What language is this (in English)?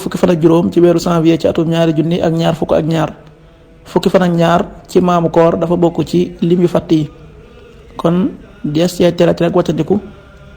Wolof